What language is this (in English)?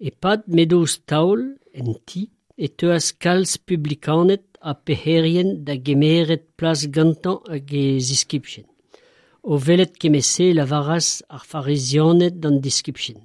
Breton